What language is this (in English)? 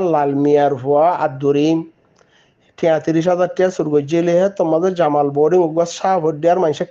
Rohingya